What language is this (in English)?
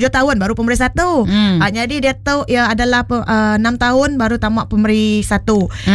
Iban